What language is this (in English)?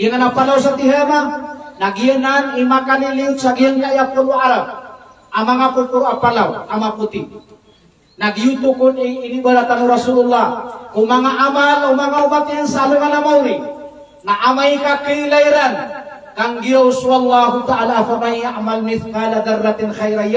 Maranao